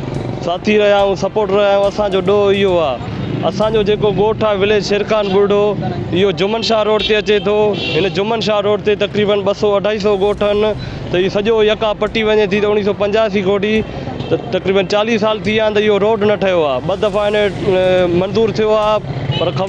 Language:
Sindhi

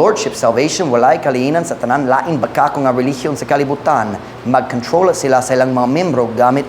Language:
Cebuano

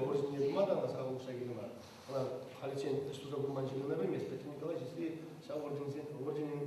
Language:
Chuvash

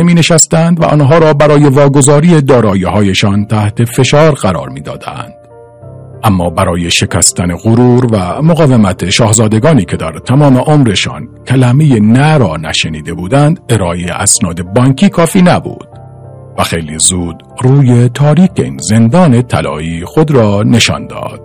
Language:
Persian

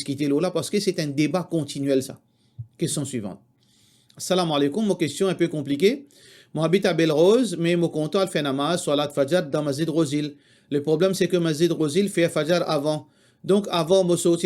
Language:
Morisyen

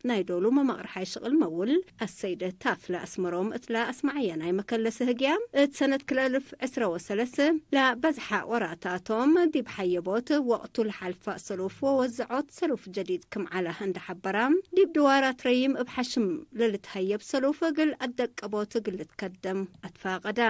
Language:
Tigre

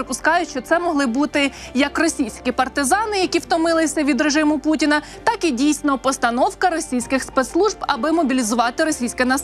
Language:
Ukrainian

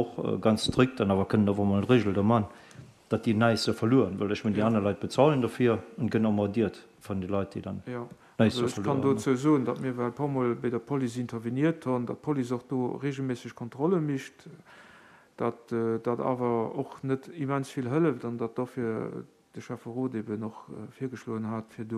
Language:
Luxembourgish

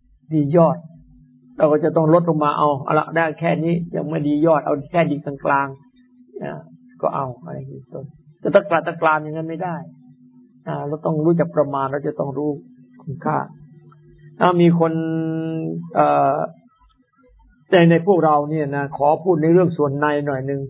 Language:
Thai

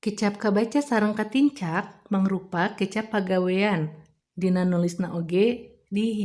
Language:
Sundanese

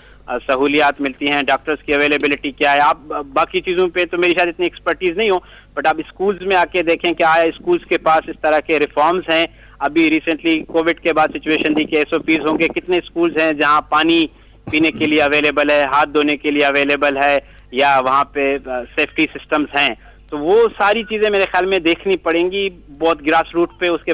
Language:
Urdu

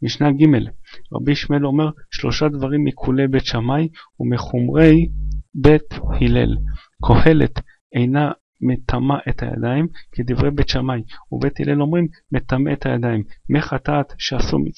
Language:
Hebrew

